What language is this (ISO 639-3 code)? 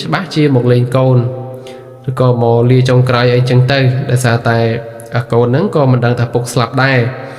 khm